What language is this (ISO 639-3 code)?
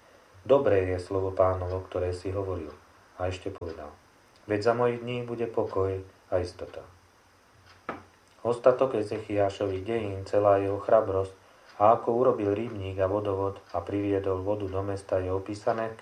slk